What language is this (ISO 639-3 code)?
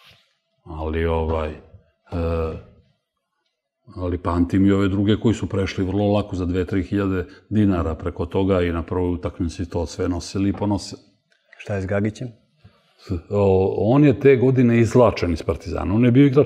srp